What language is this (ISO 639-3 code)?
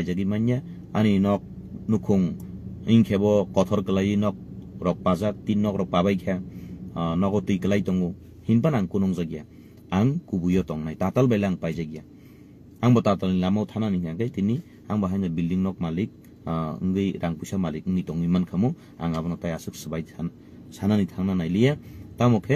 trp